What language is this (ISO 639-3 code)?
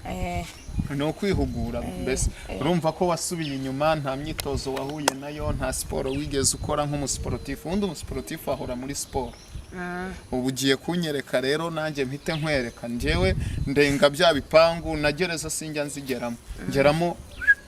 kin